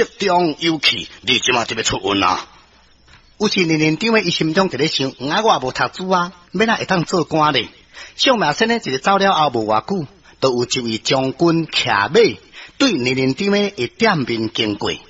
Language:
Min Nan Chinese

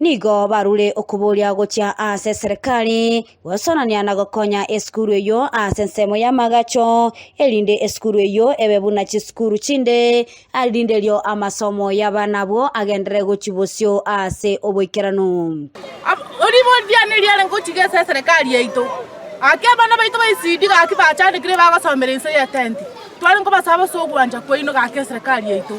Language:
Gusii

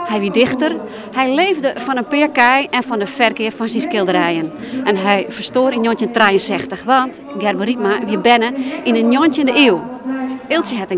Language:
Western Frisian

